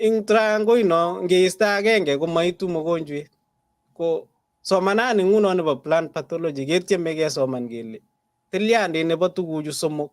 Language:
Kalenjin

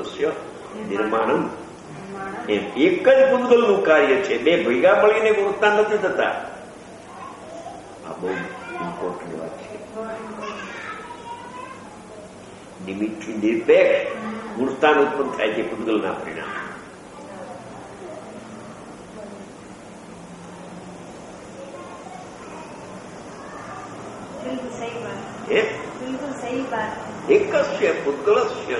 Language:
Gujarati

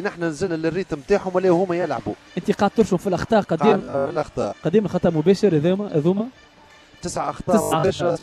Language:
Tunisian Arabic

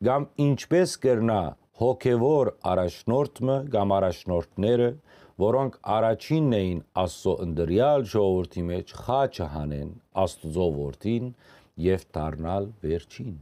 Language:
Western Armenian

